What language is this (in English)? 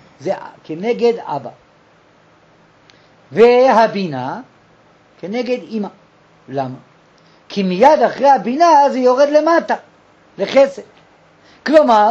Hebrew